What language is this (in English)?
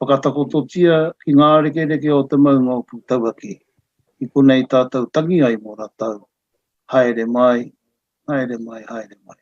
Māori